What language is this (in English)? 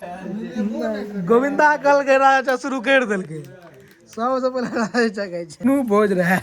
Maithili